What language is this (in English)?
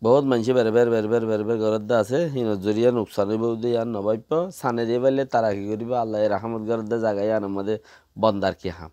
Rohingya